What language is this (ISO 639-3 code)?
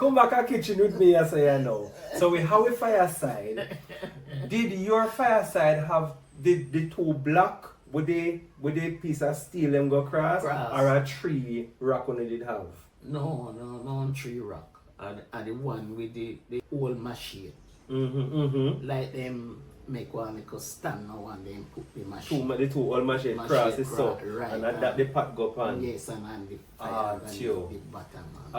jam